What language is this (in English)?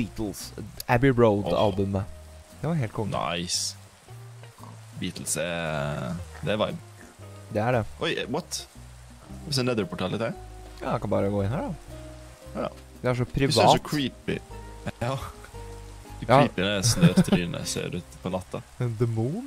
Norwegian